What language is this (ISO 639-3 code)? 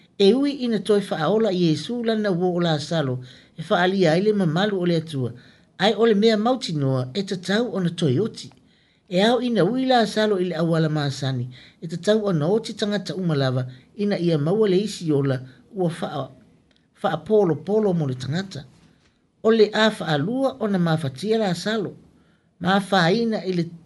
smo